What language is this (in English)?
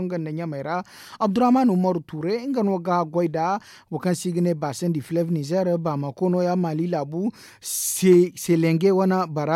Zarma